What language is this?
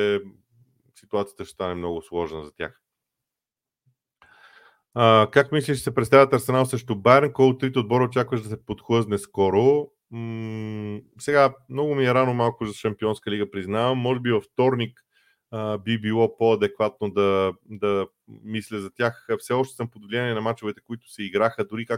Bulgarian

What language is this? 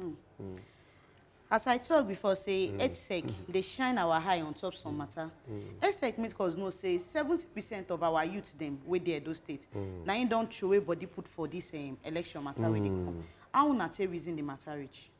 Nigerian Pidgin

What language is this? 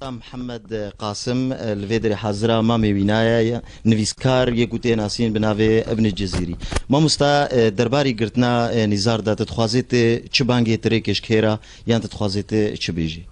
Kurdish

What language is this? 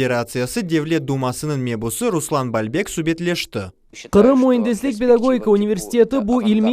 Crimean Tatar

